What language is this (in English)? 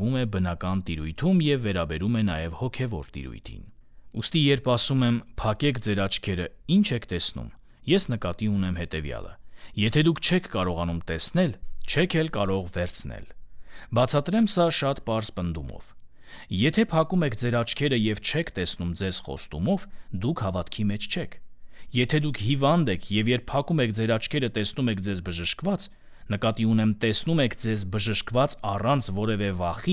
Armenian